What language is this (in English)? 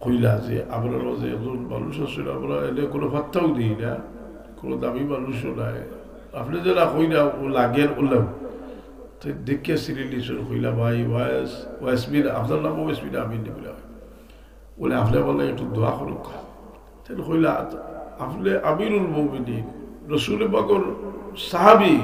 Sylheti